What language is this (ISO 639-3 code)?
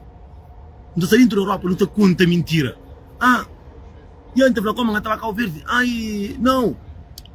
kea